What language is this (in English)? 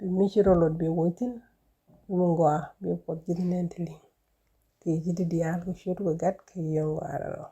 Nuer